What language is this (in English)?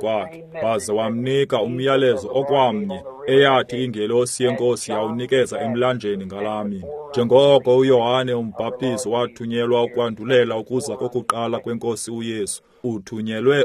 Xhosa